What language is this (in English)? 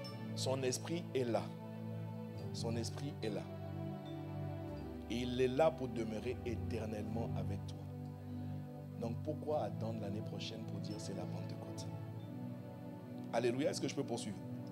French